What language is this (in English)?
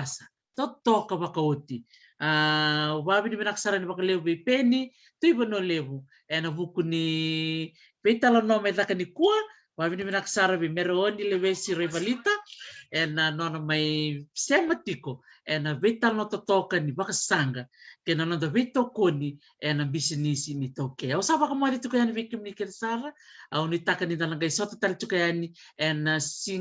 Fijian